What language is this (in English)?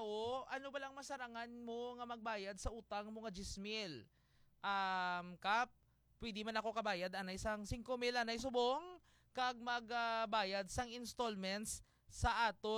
Hiligaynon